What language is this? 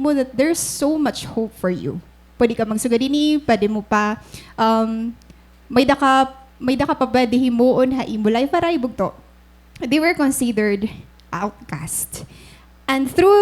Waray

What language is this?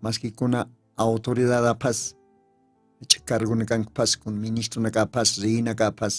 Aymara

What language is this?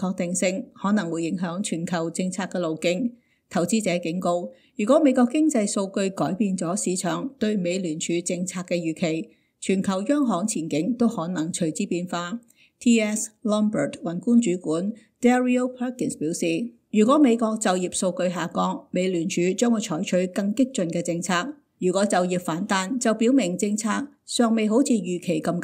Cantonese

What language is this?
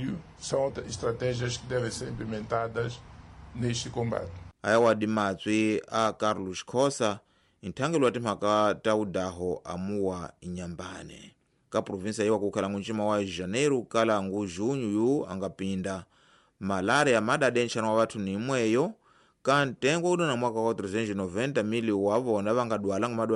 Tsonga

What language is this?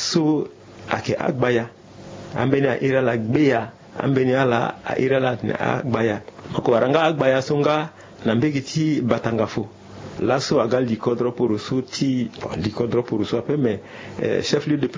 Sango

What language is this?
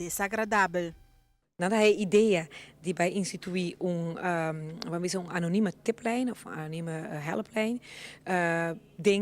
Papiamento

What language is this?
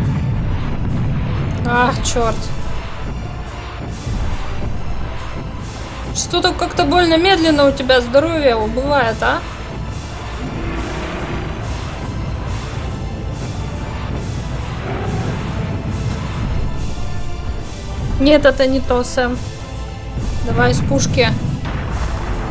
Russian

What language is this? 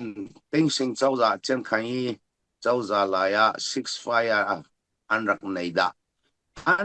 Falam Chin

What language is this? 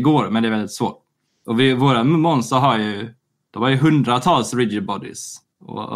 Swedish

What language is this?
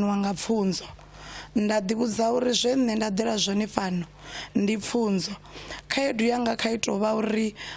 Venda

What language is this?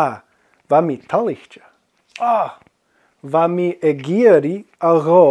Scottish Gaelic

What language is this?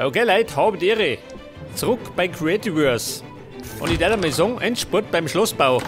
Bavarian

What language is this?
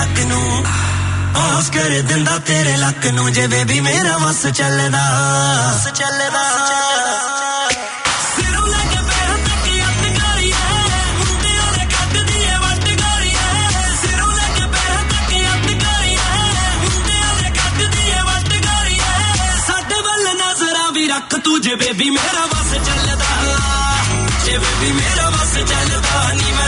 Punjabi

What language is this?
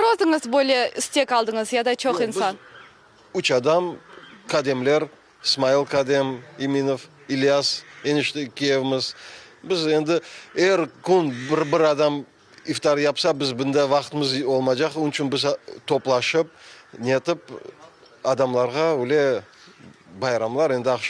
Crimean Tatar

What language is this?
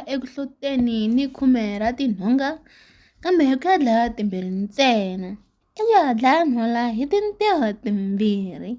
Tsonga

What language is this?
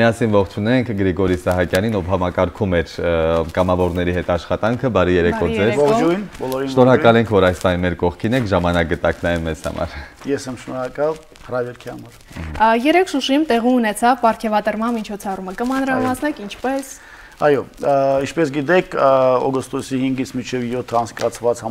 Armenian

